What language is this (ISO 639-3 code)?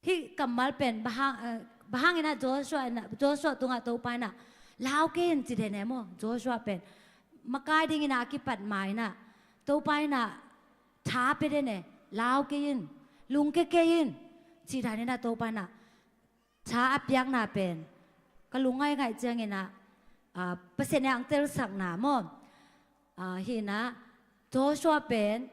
ctd